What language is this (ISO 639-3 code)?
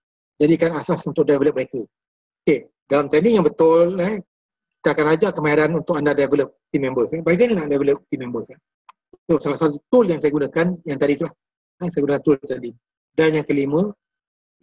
msa